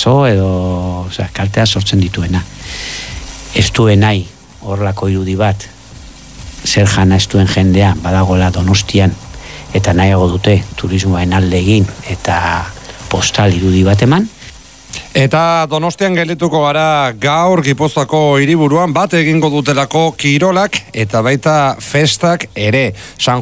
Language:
Basque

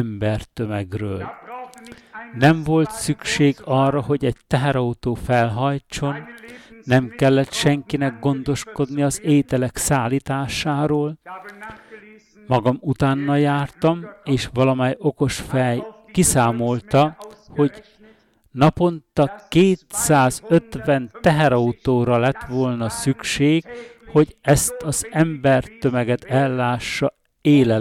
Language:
Hungarian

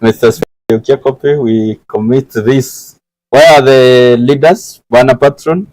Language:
Meru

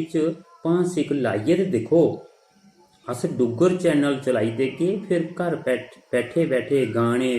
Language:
Dogri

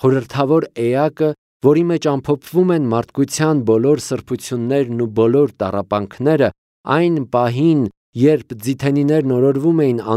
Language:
Armenian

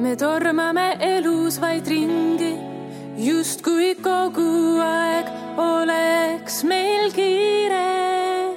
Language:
Estonian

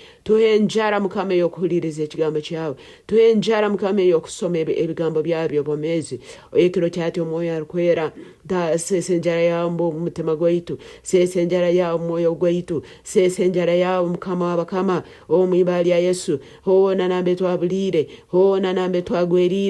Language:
Nyoro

